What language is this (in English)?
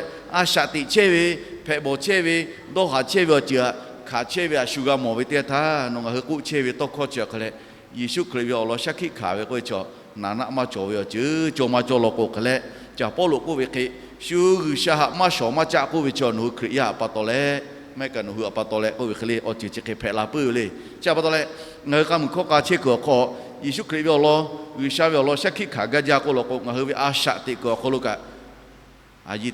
Lahu